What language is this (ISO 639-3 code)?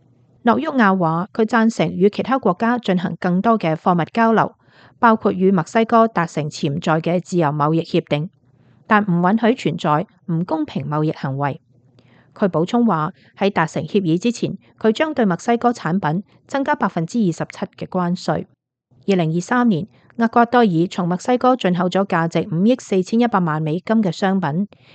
yue